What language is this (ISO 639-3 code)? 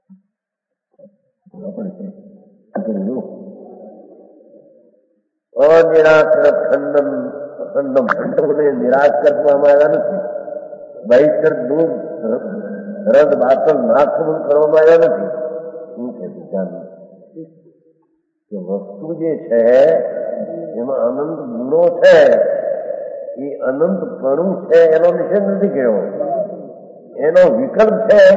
guj